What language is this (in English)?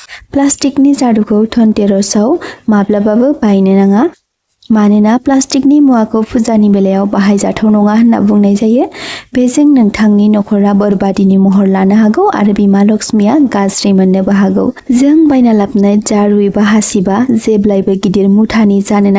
Bodo